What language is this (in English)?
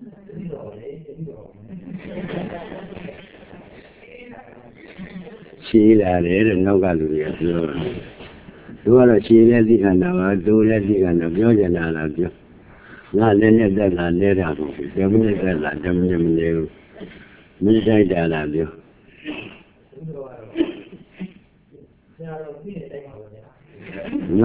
Burmese